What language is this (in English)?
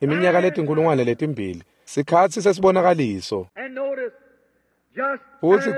Swati